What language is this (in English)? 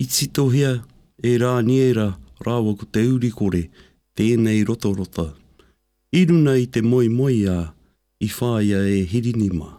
Māori